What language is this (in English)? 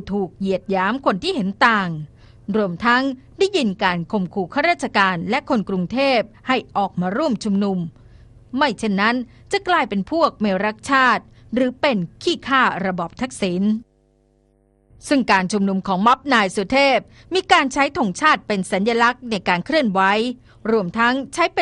Thai